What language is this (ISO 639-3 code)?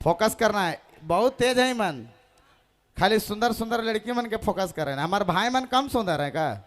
sck